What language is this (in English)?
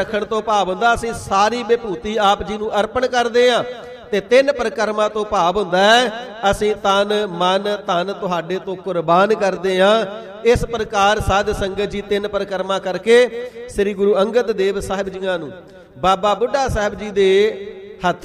Punjabi